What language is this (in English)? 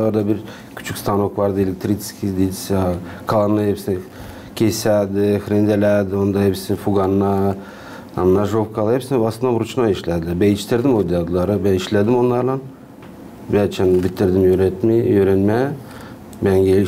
Gagauz